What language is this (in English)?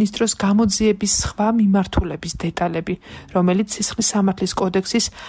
Georgian